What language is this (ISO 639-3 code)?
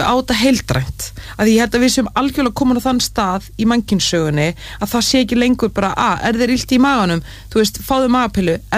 isl